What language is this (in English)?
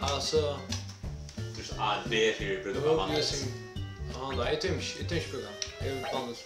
Faroese